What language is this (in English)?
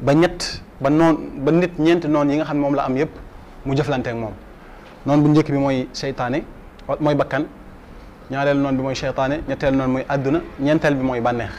Wolof